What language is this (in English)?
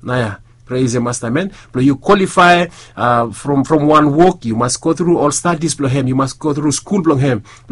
Bislama